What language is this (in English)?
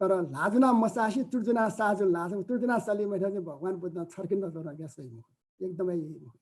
Newari